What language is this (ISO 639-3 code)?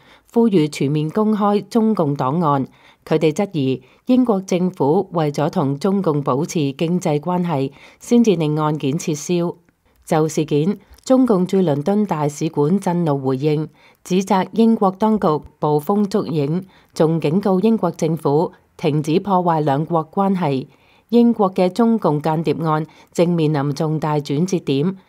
yue